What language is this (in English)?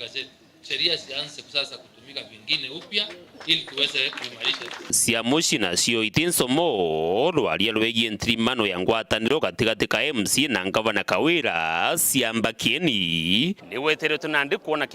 Meru